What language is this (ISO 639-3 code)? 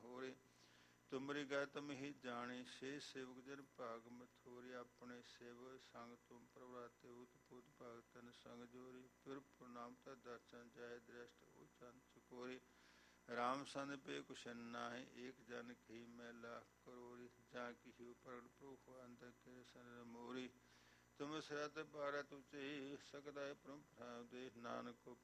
pan